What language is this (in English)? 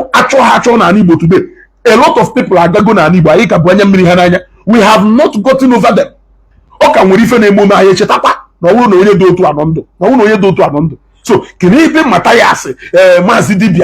Igbo